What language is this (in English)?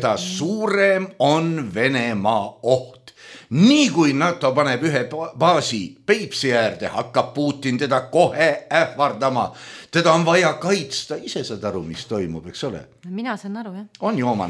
Estonian